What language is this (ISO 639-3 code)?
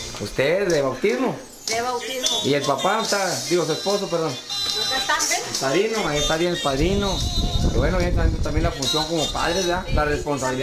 spa